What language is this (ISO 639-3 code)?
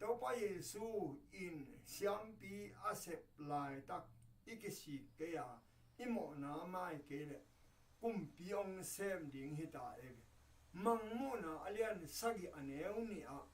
ctd